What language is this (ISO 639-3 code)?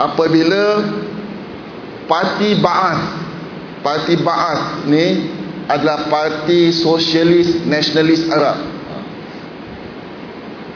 msa